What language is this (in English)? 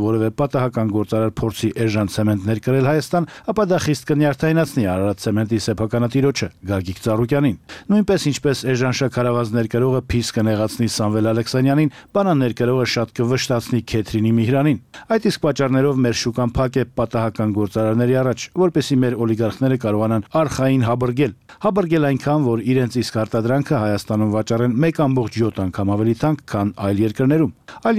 Armenian